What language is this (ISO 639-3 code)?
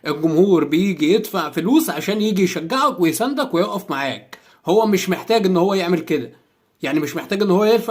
arz